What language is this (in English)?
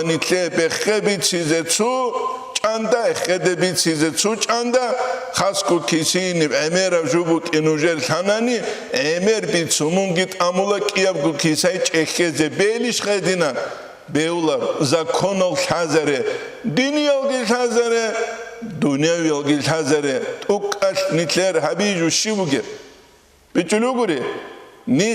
Avaric